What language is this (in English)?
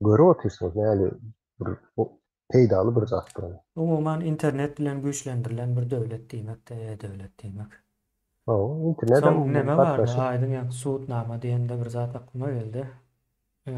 Turkmen